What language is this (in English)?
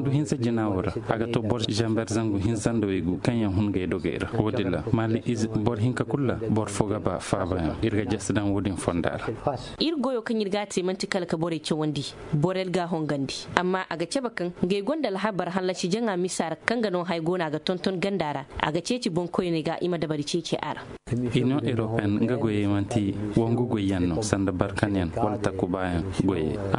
Koyraboro Senni